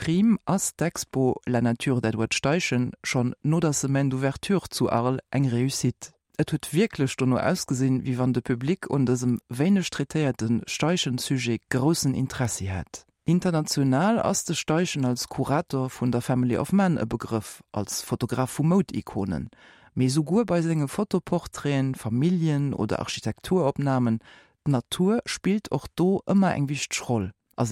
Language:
Luxembourgish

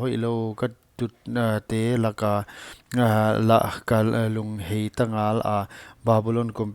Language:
Paite Chin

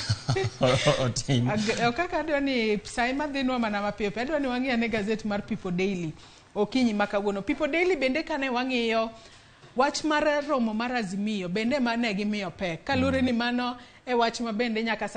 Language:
Luo (Kenya and Tanzania)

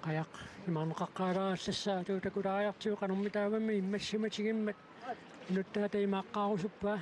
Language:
Kalaallisut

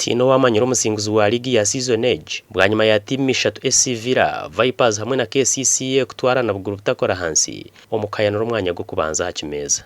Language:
Nyankole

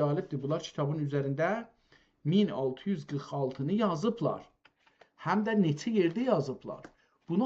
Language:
South Azerbaijani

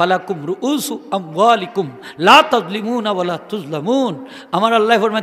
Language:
Sylheti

